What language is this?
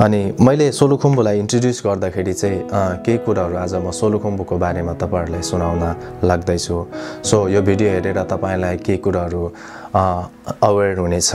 Nepali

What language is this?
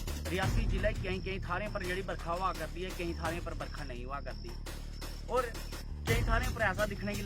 Dogri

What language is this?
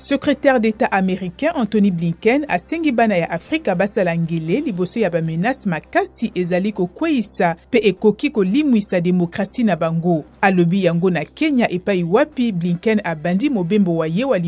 Lingala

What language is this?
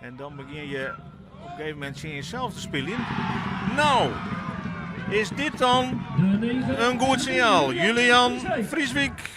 Western Frisian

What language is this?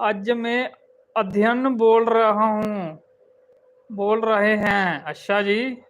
Dogri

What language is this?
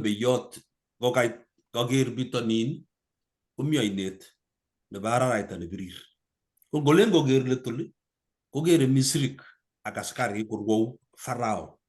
Kalenjin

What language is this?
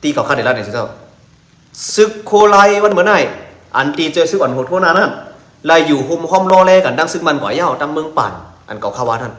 Shan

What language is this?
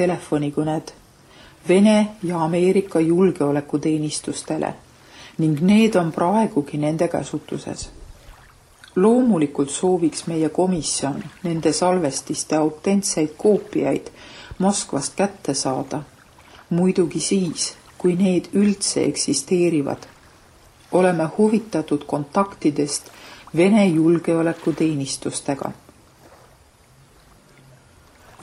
Estonian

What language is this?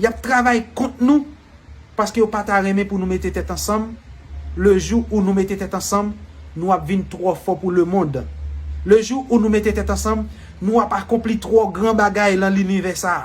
Haitian Creole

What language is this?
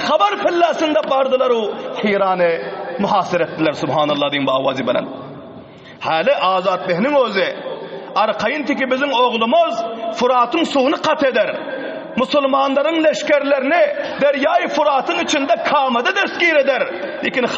Turkmen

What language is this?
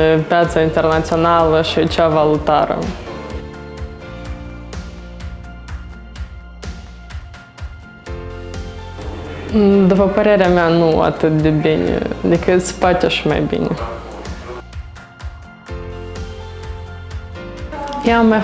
Romanian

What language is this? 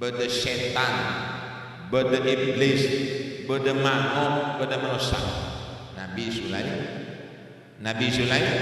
Madurese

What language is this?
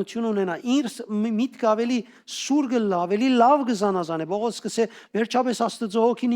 Western Armenian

